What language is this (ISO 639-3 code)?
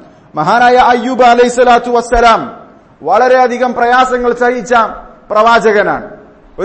mal